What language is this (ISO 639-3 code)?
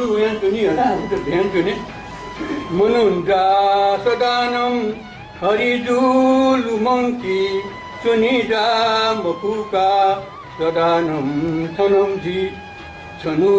new